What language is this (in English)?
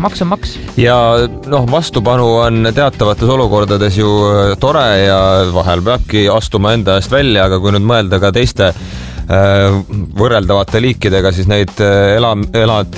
Estonian